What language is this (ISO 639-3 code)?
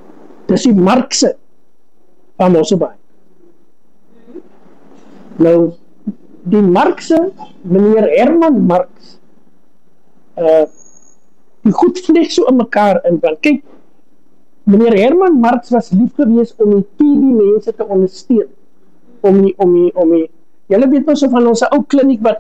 afr